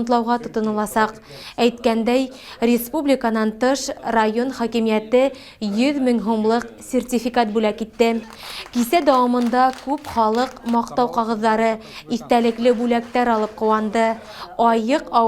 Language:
Bashkir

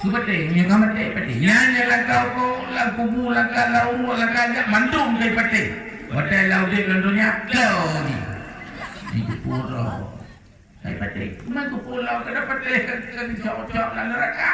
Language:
Achinese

